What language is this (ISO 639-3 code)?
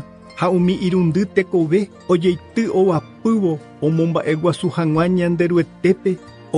grn